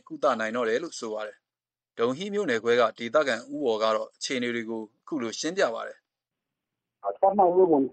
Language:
Burmese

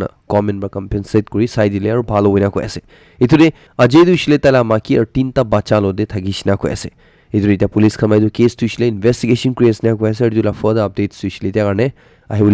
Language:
Naga Pidgin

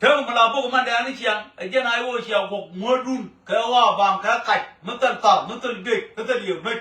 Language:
Nuer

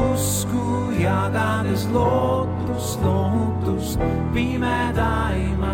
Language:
Estonian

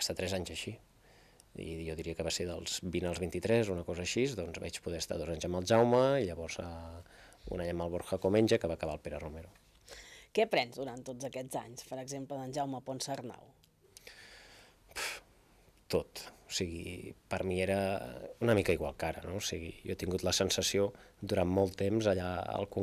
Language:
Catalan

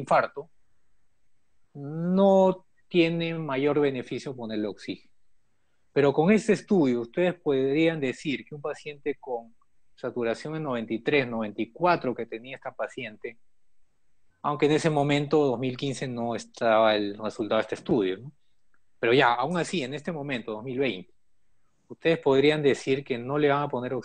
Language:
Spanish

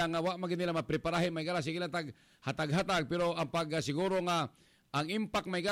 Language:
Cebuano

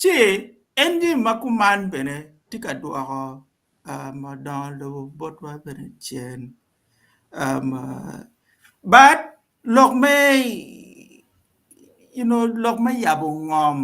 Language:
Acoli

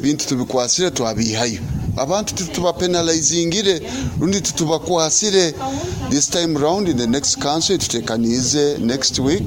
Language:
Nyoro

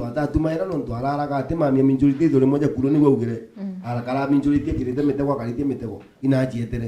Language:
Meru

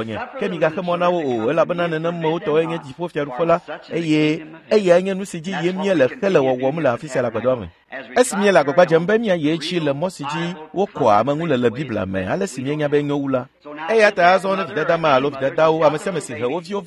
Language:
Ewe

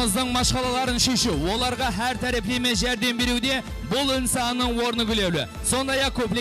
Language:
Kara-Kalpak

